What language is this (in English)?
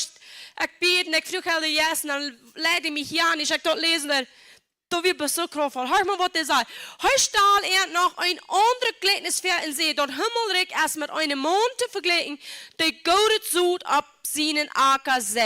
Plautdietsch